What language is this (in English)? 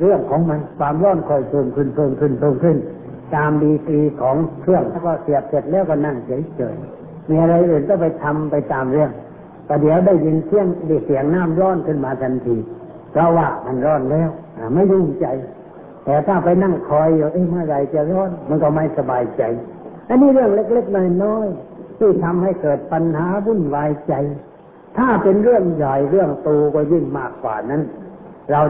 Thai